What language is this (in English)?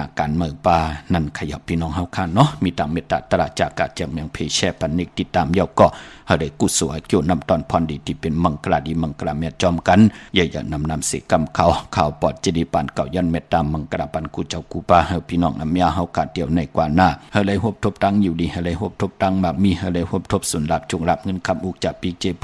Shan